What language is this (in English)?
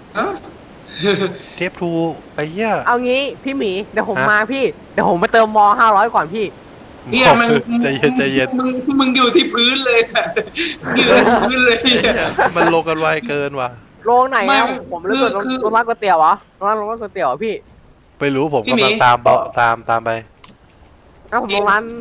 Thai